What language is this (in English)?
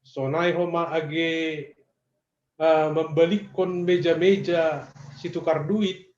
Batak Simalungun